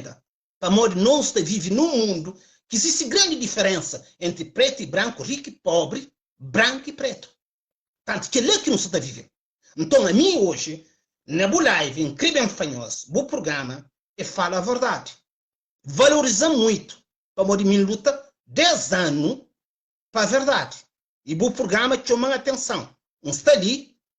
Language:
Kabuverdianu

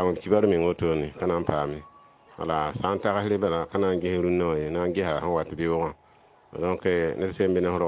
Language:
Mossi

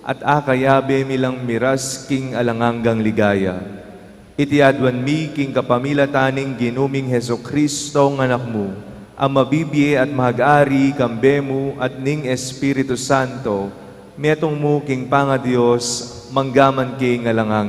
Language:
Pampanga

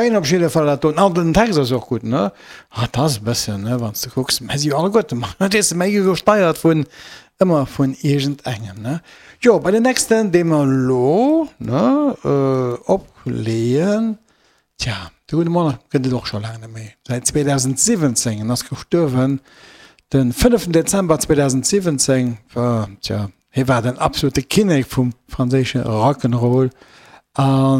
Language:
Luxembourgish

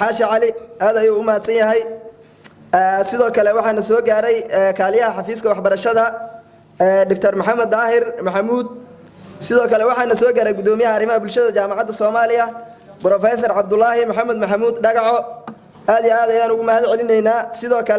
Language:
Somali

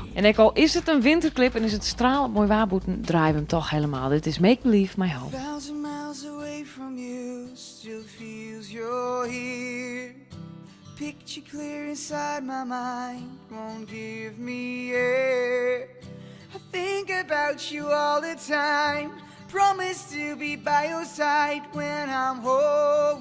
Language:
Western Frisian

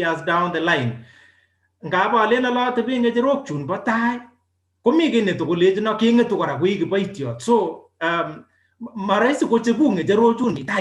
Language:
Kalenjin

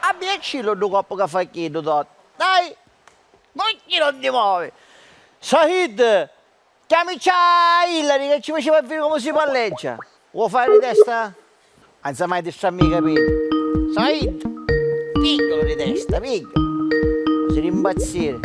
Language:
Sicilian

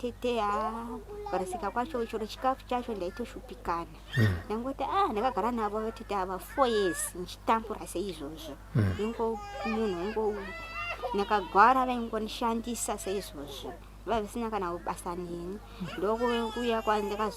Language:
Shona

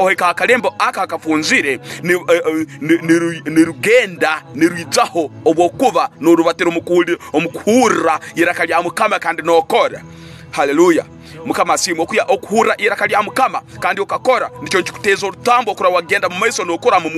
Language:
Tooro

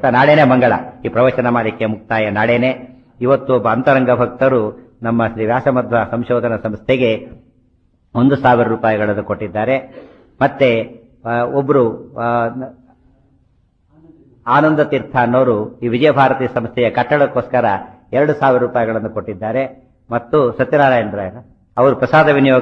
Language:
Kannada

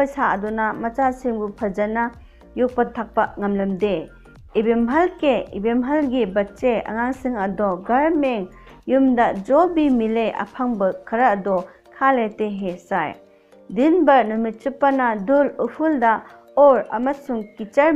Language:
Manipuri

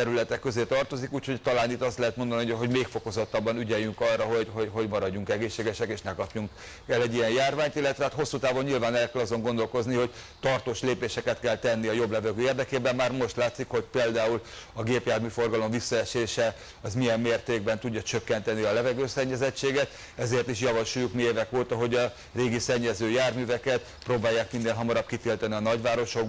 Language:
Hungarian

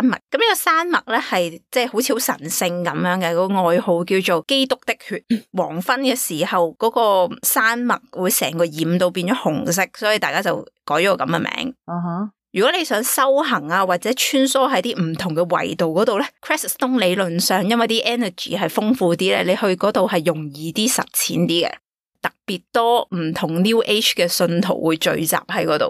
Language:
Cantonese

